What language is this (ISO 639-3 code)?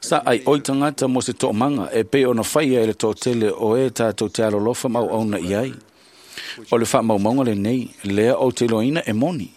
smo